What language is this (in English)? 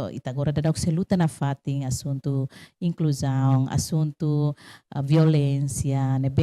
Tetum